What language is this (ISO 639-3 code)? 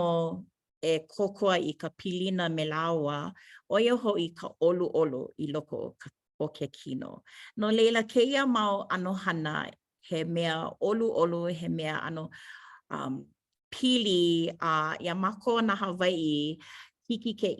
haw